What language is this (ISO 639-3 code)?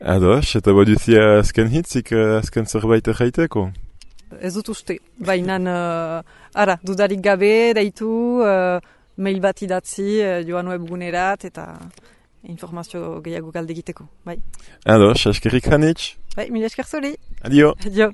eus